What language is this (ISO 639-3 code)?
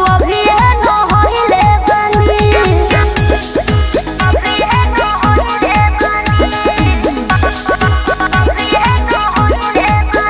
bho